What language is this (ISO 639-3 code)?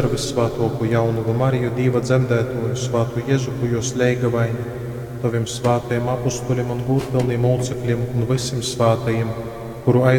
ltg